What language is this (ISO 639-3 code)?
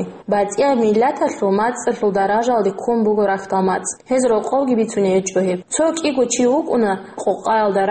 ava